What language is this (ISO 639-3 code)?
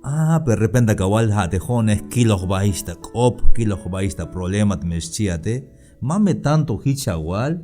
tzh